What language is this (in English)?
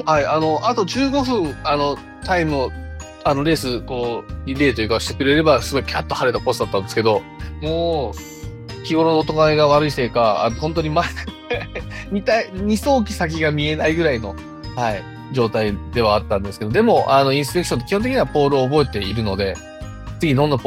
Japanese